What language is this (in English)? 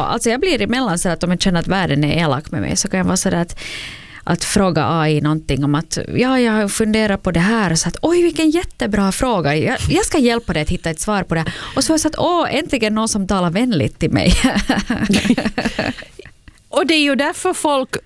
Swedish